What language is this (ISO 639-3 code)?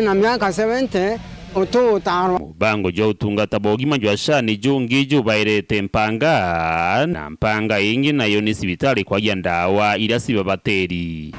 mer